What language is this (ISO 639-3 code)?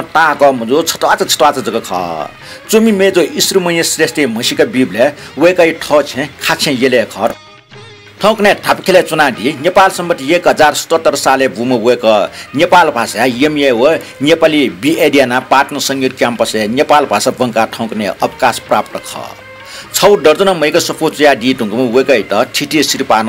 new